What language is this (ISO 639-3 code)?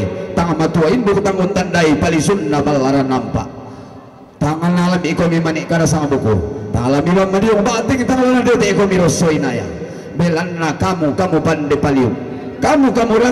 sda